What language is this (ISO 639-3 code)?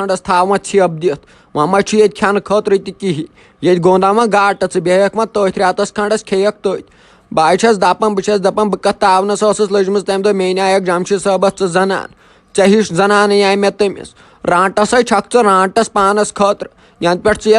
kas